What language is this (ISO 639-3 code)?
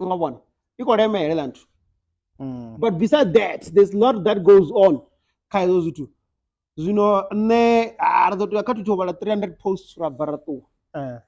ven